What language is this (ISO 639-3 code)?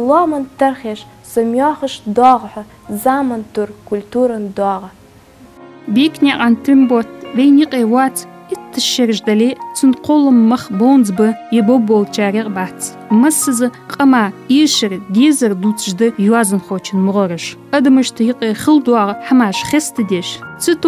inh